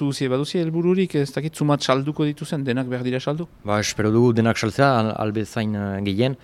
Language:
Basque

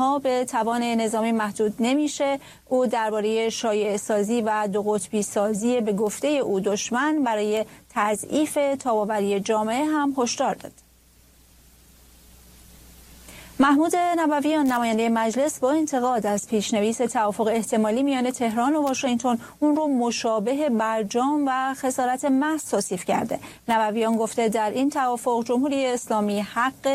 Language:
Persian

